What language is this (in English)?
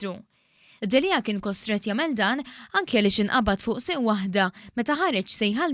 Maltese